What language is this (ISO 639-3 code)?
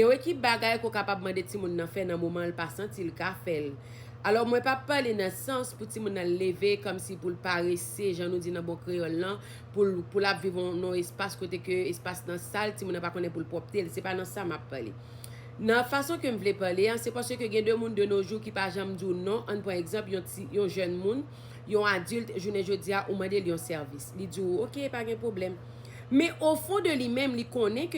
hat